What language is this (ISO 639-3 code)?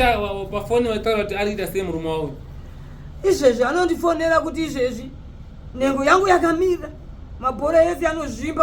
sna